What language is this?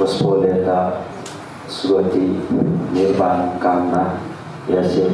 Newari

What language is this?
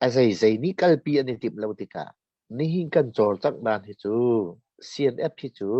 Hakha Chin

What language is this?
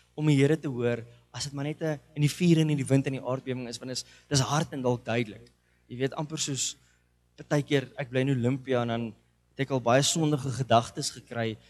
Afrikaans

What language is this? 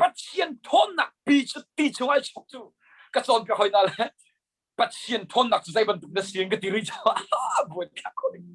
Hakha Chin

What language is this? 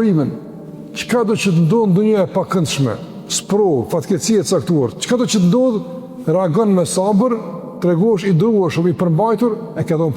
Albanian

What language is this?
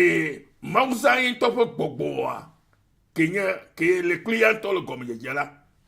Ewe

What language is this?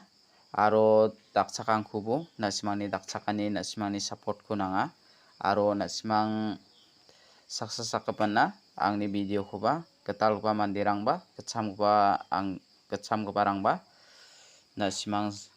Garo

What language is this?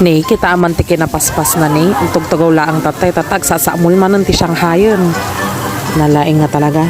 Iloko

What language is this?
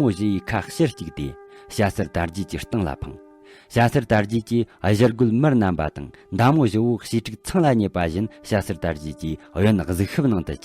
Tibetan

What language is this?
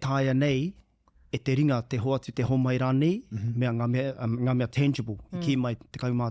Māori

